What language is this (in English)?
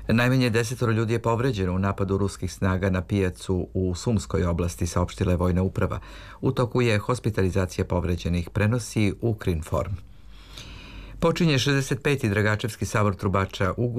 Serbian